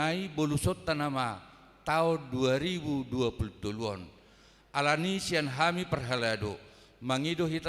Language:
Batak Toba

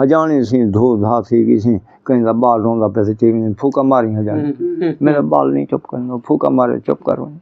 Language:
Saraiki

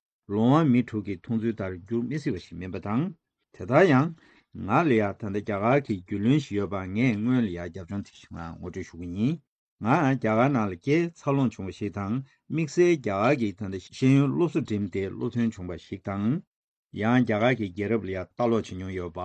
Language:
Tibetan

